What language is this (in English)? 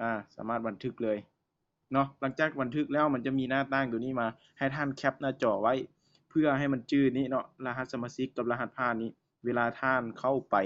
Lao